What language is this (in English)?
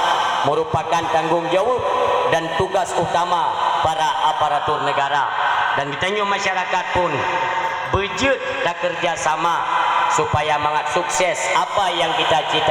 Achinese